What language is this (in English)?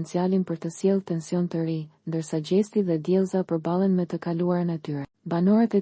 Albanian